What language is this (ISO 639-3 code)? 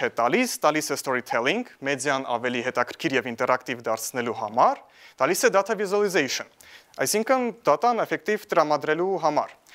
hye